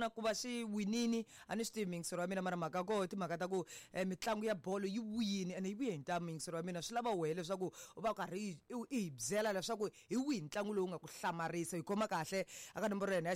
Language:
Tsonga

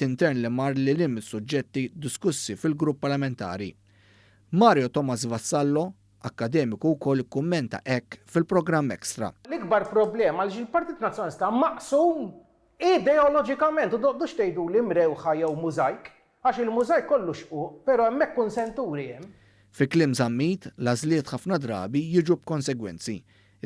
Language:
Maltese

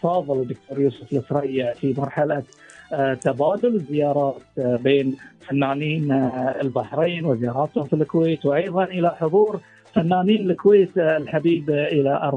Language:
Gulf Arabic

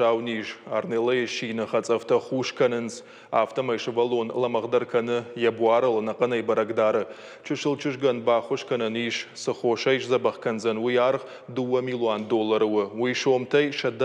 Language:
Ossetic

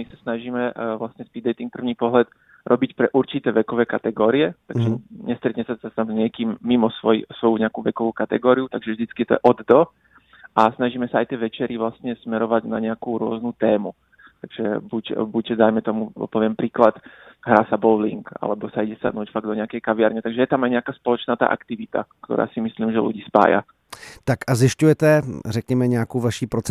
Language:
Slovak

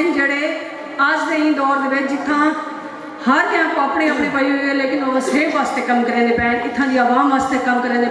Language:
Saraiki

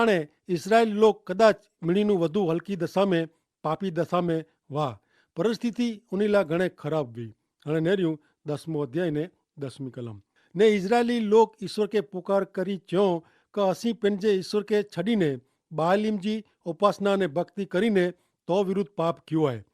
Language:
Kachhi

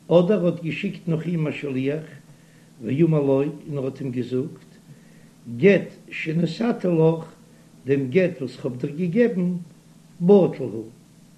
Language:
Yiddish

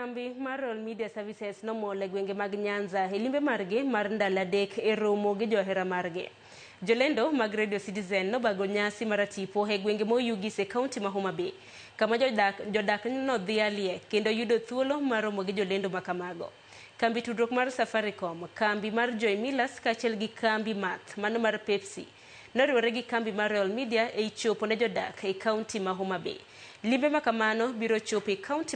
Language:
Luo (Kenya and Tanzania)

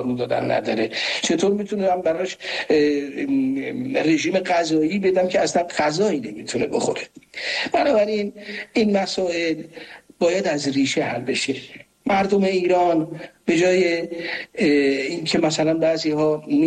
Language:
Persian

